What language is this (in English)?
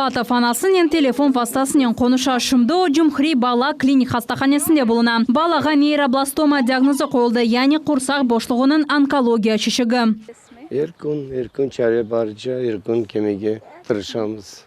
Crimean Tatar